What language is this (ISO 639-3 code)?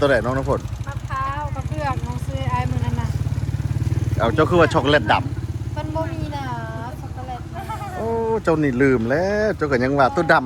lao